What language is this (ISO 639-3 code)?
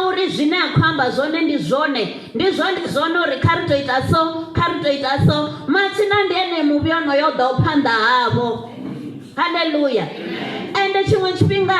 ven